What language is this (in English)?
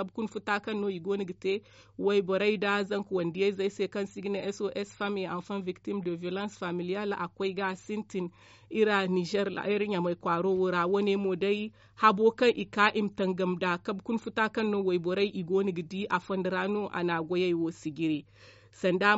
Zarma